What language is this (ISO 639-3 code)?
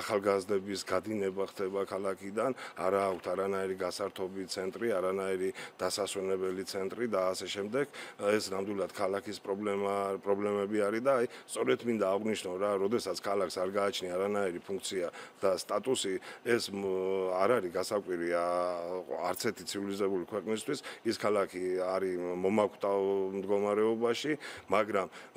kat